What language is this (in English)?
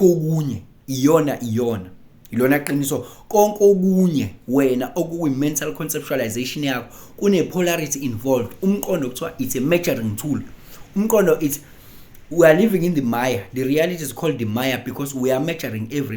Zulu